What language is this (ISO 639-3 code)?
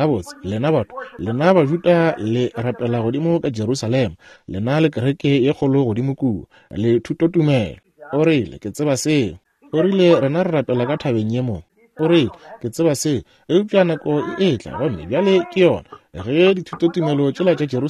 nso